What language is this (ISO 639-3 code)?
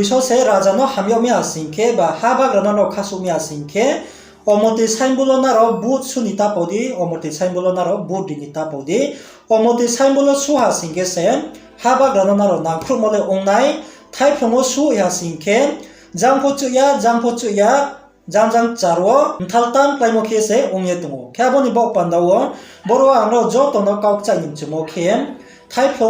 ria